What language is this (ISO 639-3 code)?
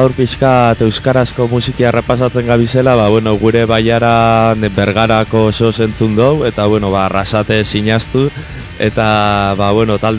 eus